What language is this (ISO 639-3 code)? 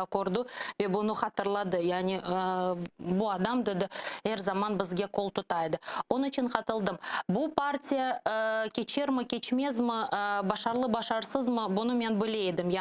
crh